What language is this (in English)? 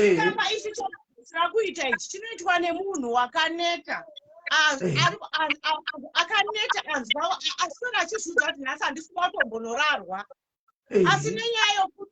Shona